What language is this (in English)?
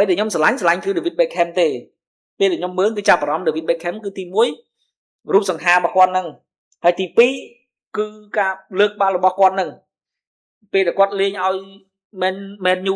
Khmer